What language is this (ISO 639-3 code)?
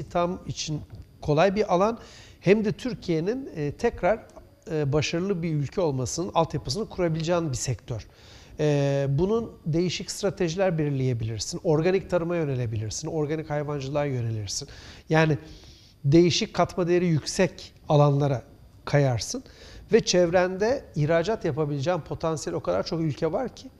tur